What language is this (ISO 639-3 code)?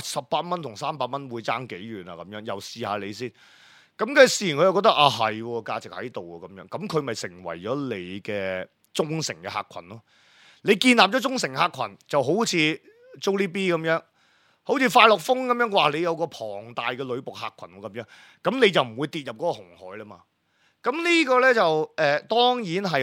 yue